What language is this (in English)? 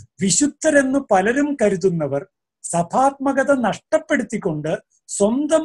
Malayalam